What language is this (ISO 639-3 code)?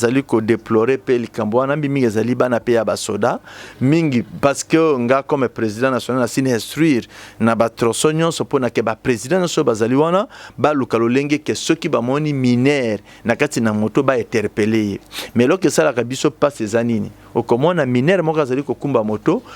lin